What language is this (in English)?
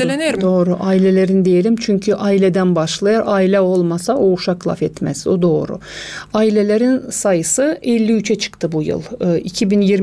Gagauz